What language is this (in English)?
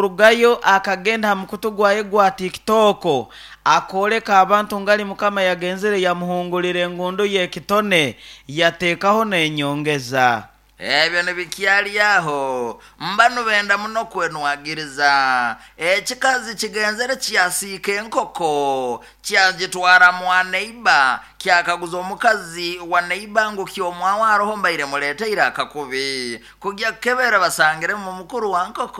Nyoro